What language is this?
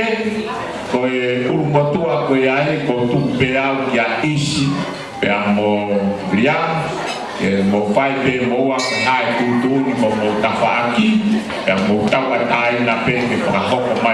Tongan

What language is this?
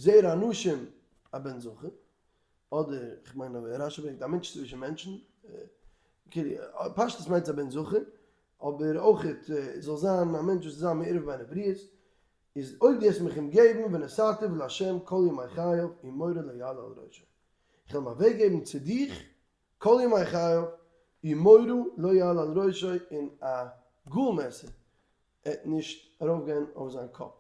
Yiddish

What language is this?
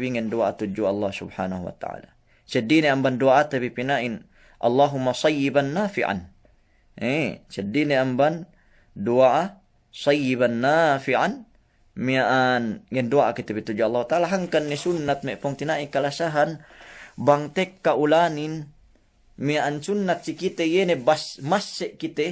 Yakan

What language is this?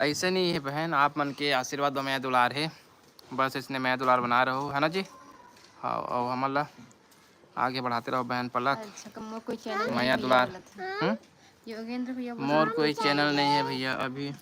Chhattisgarhi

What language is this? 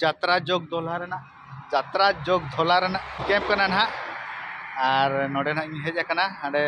Santali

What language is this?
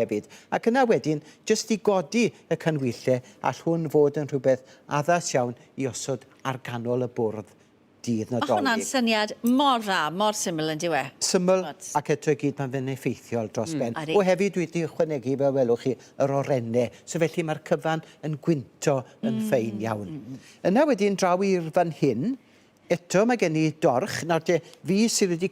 Welsh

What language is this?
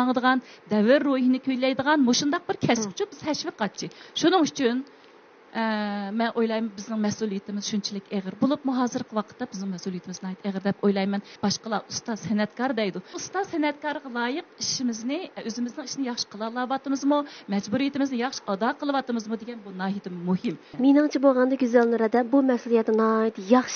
Uyghur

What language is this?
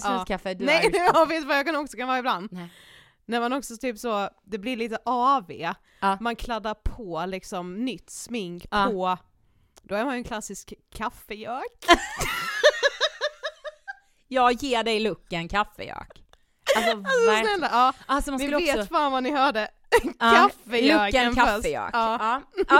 Swedish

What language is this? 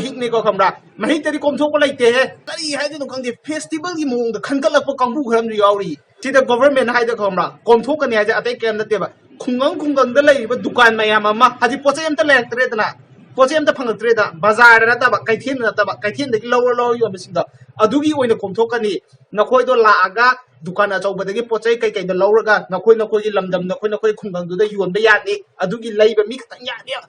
Manipuri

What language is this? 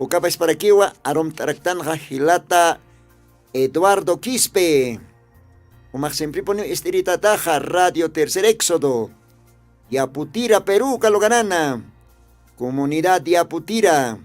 Aymara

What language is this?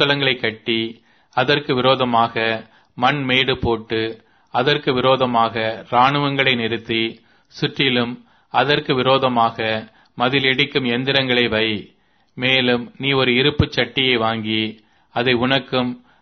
Tamil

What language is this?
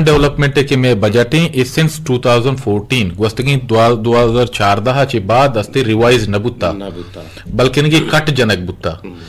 Eastern Balochi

